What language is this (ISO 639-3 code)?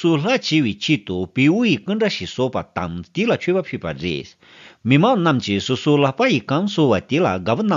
bod